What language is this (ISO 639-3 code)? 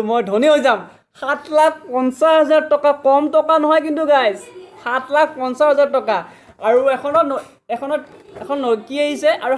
asm